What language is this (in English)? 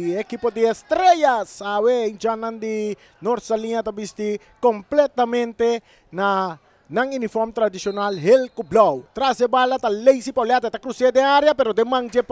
Papiamento